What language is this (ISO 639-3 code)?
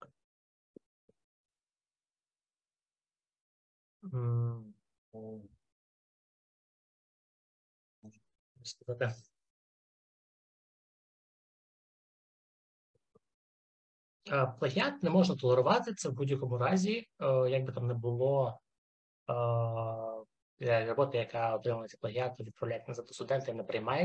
ukr